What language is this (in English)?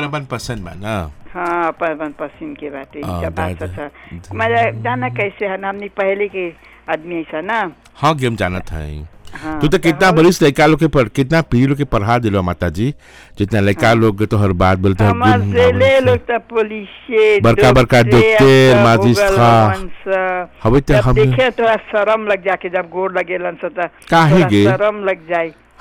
Bhojpuri